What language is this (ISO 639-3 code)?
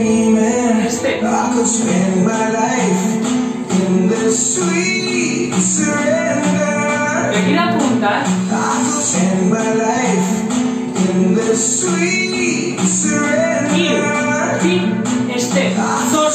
eus